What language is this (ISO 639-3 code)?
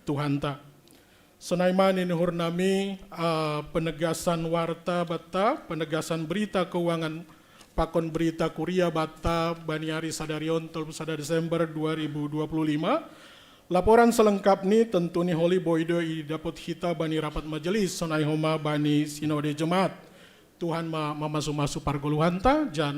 bts